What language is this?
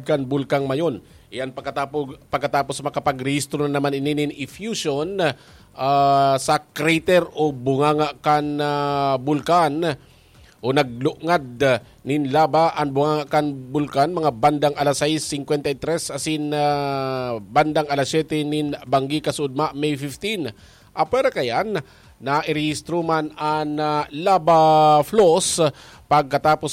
Bikol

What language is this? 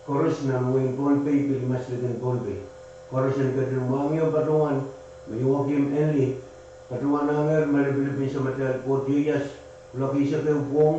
Pohnpeian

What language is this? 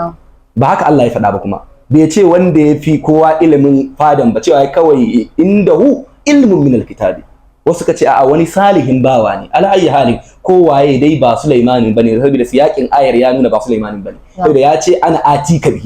Hausa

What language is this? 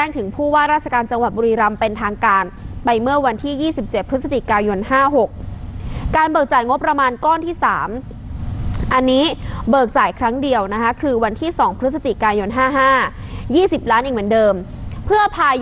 Thai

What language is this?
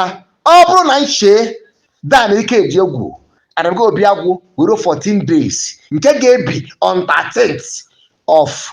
Igbo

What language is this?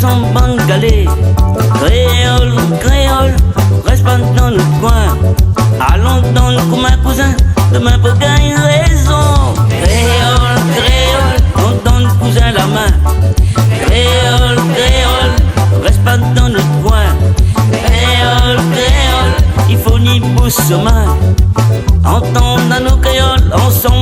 Réunion Creole French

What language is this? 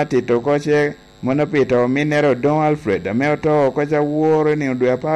Lango (Uganda)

